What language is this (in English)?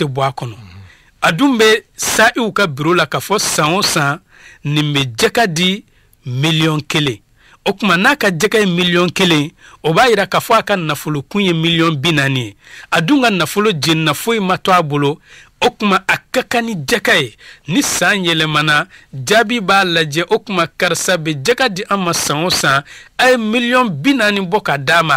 Bambara